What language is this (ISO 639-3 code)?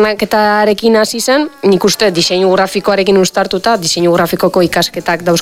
eus